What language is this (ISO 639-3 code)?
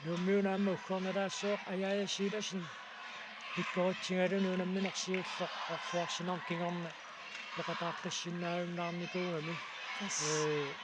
kal